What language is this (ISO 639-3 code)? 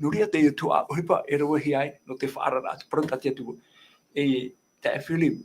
tah